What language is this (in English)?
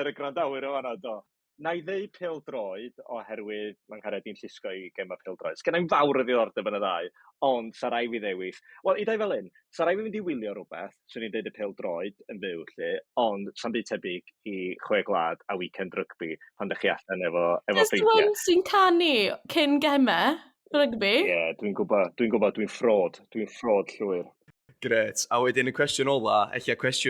Welsh